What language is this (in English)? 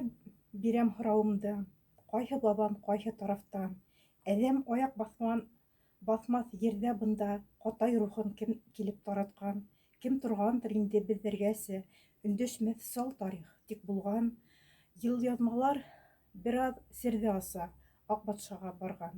Bashkir